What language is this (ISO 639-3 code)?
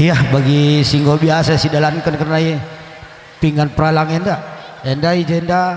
btx